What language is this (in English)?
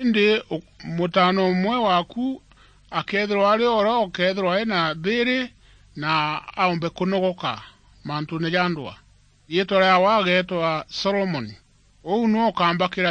Meru